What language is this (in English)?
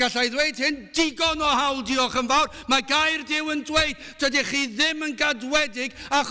Welsh